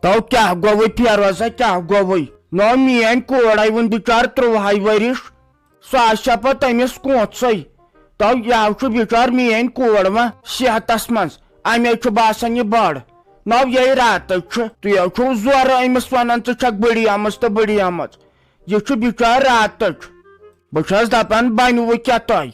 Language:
Kashmiri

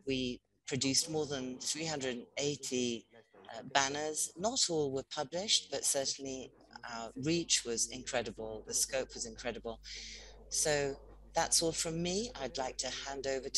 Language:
English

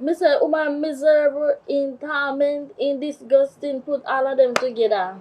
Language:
Jamaican Creole English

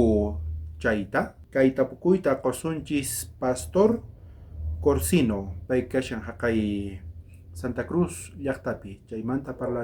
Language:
South Bolivian Quechua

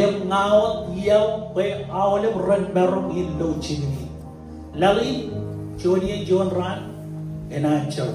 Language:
Marshallese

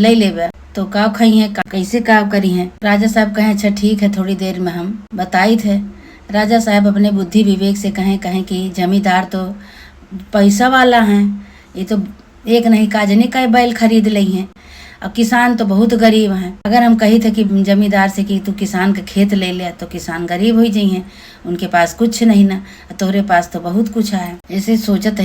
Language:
Awadhi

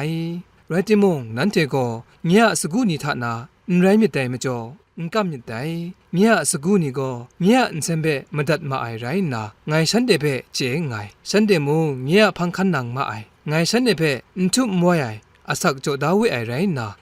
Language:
Kachin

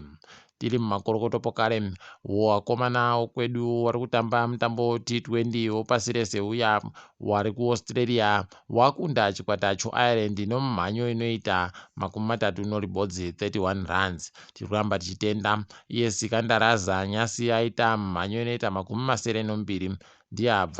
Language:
Ndau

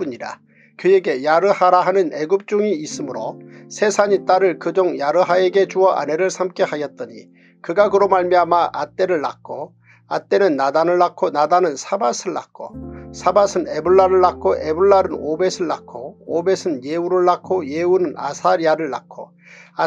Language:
Korean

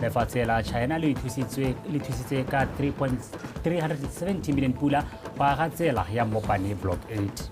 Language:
Tswana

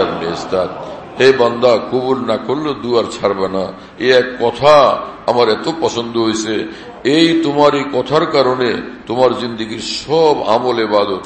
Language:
Bangla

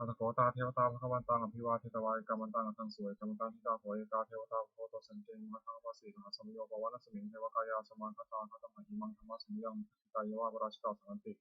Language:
Pali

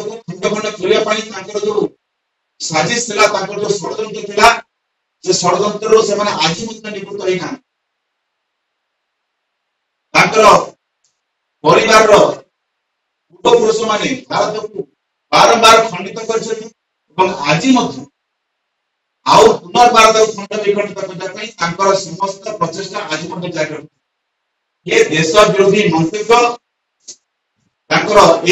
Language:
Odia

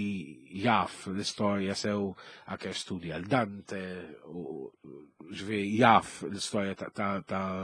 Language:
Maltese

